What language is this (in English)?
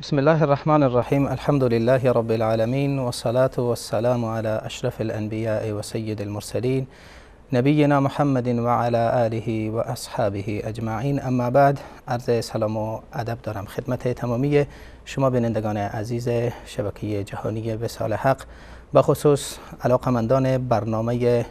Persian